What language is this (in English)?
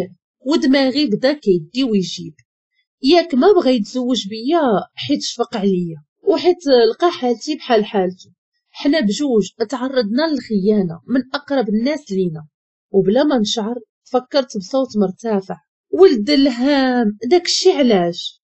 Moroccan Arabic